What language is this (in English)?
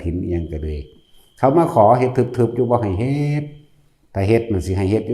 Northeastern Thai